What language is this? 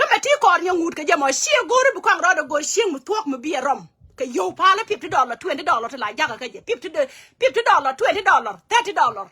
Nuer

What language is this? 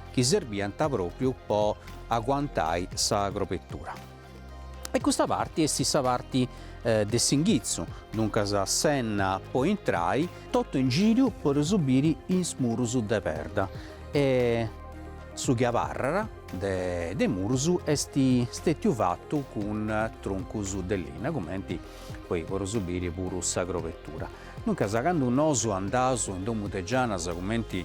Sardinian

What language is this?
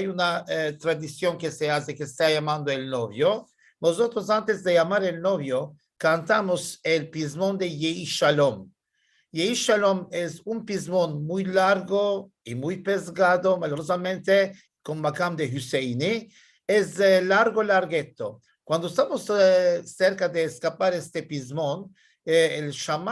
Ladino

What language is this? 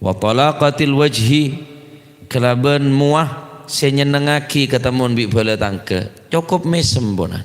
Madurese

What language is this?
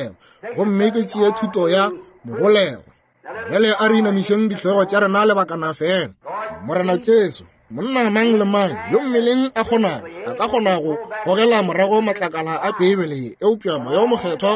Northern Sotho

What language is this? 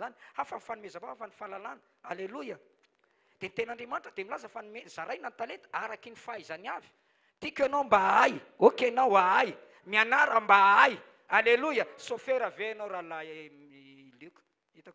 Malagasy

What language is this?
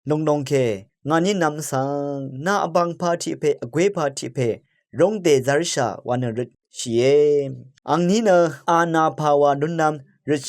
Rawang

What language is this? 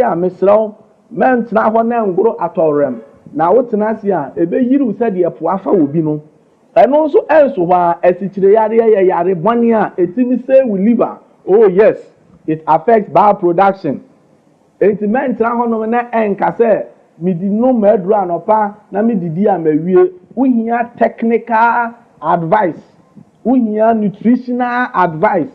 Akan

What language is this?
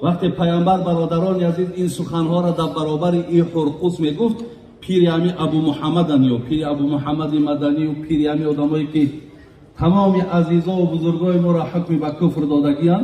Tajik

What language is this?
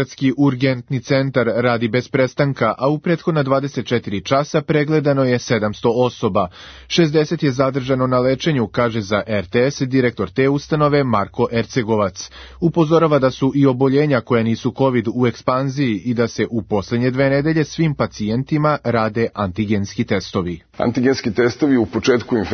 Serbian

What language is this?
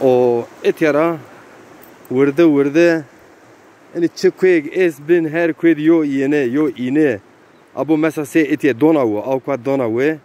Zaza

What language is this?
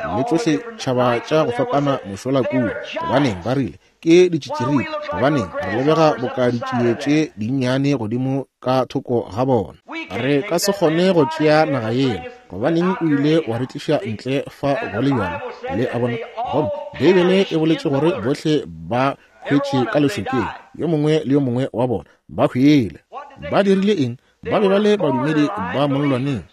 Northern Sotho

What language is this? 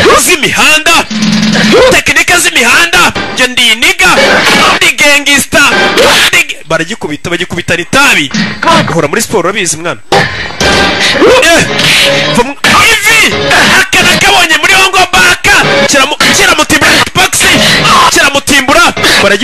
Kinyarwanda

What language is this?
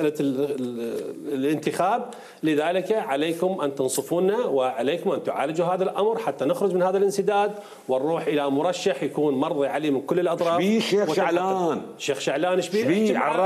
Mesopotamian Arabic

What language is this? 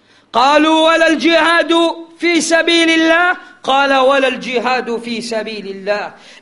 Swahili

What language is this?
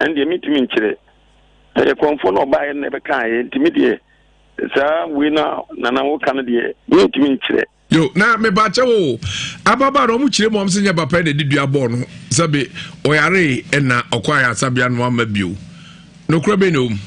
Akan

